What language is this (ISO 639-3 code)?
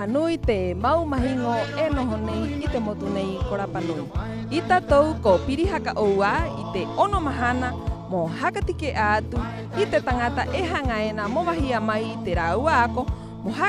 rap